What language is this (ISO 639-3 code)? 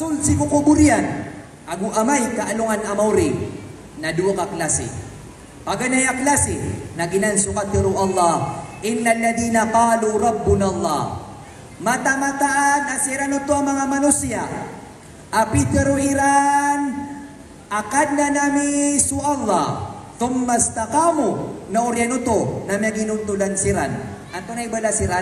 mrw